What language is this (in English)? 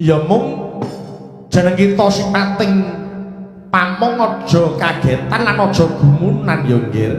Javanese